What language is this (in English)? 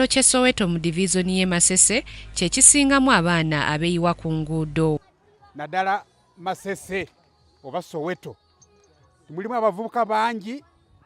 Ganda